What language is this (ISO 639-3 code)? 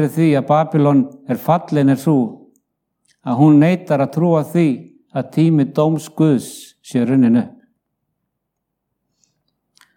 isl